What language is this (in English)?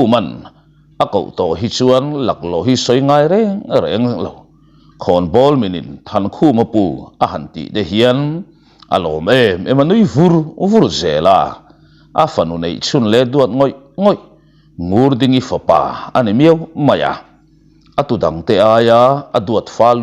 Mizo